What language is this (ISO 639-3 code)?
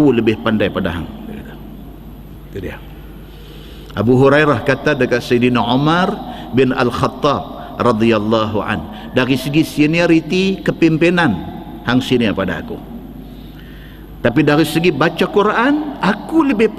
msa